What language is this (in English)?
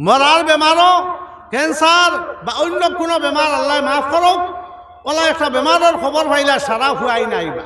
Sylheti